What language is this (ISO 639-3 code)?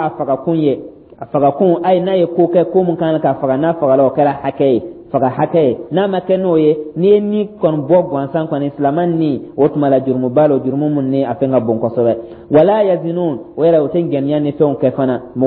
dyu